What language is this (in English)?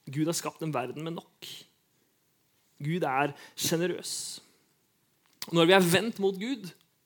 Norwegian